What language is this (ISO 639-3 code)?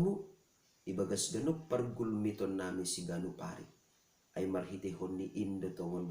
bts